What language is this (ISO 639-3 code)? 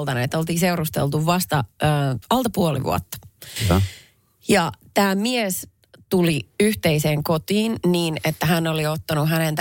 fin